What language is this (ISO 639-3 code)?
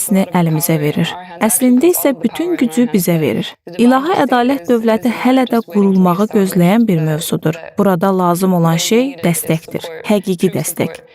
aze